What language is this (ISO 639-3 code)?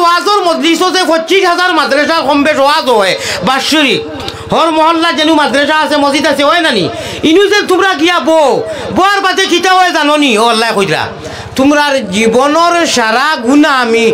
syl